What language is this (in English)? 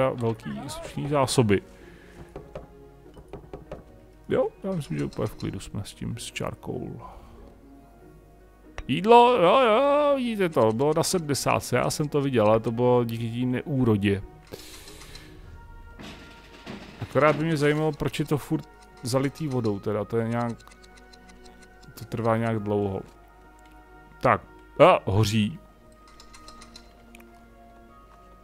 Czech